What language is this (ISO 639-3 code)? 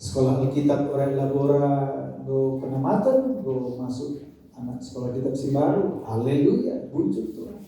btx